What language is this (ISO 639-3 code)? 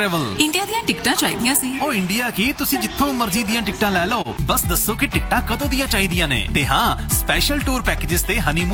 pan